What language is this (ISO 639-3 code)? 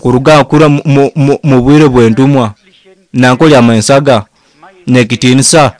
nyo